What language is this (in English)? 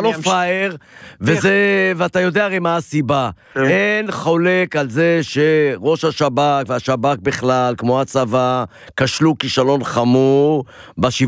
Hebrew